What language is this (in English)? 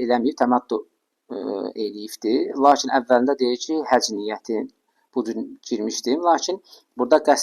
Azerbaijani